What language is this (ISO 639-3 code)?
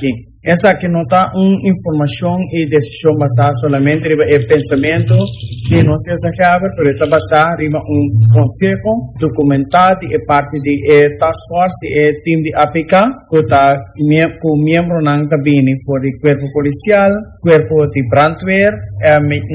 pap